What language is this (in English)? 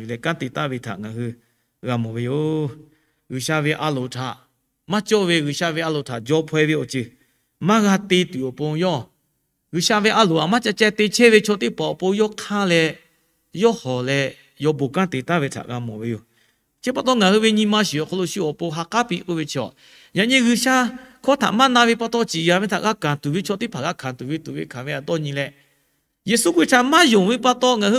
Lahu